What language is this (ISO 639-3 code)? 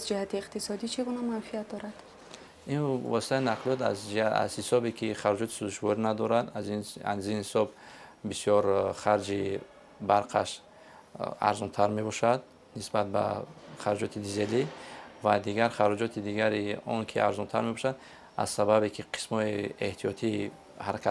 tgk